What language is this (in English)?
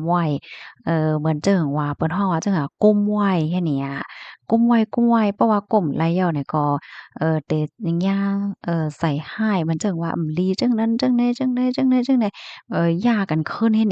Shan